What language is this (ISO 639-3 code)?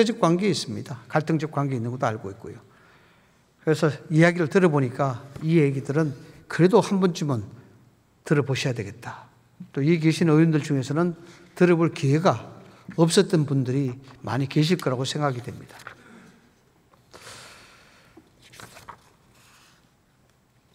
kor